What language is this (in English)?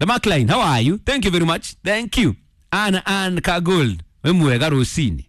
Kikuyu